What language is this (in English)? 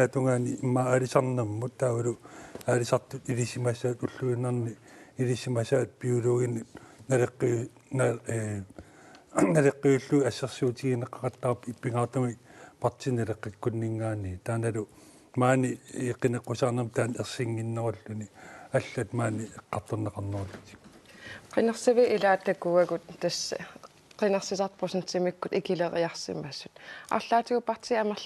Kalaallisut